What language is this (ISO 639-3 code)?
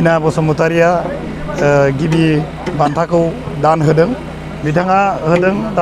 brx